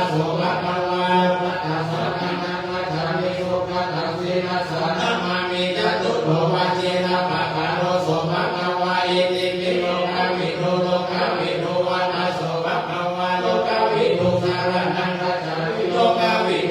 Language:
Pali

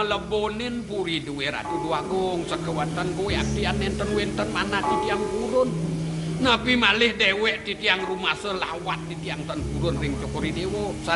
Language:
Balinese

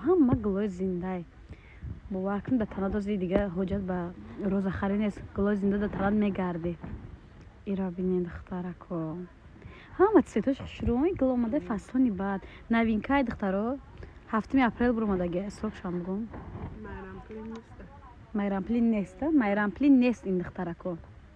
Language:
Tajik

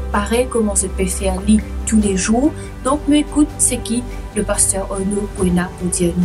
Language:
Morisyen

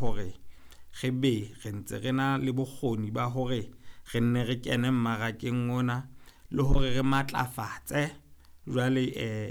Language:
Southern Sotho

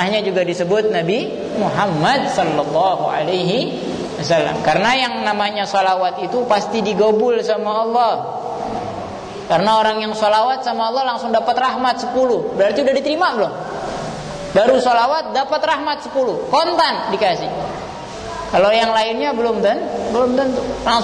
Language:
Indonesian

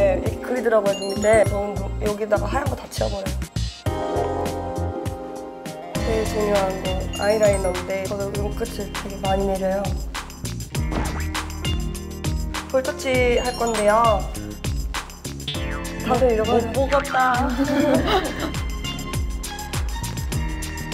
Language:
Korean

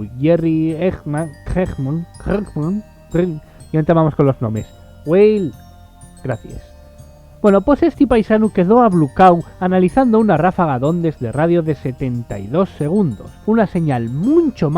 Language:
Asturian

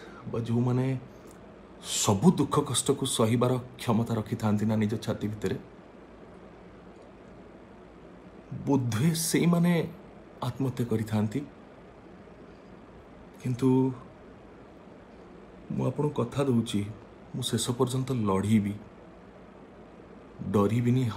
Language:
Odia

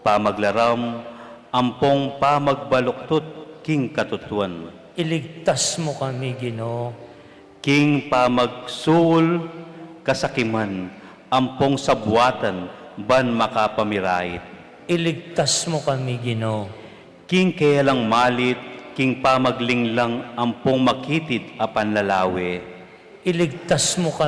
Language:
Pampanga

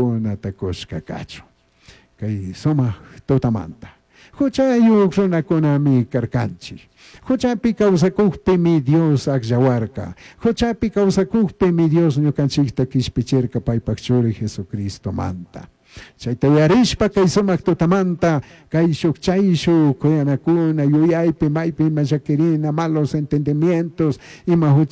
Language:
Chimborazo Highland Quichua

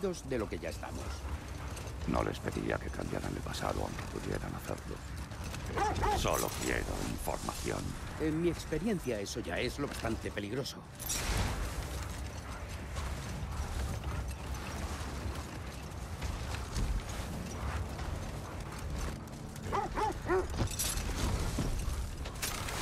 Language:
Spanish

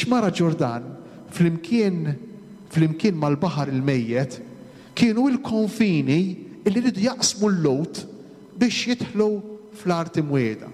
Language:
Maltese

